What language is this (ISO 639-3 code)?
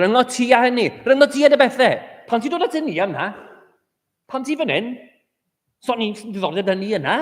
cym